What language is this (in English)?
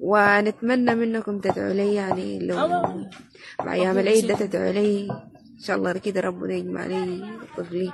Sudanese Arabic